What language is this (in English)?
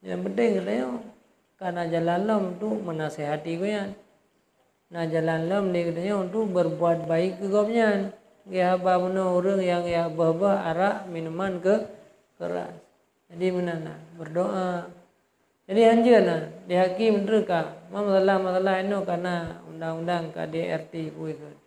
Achinese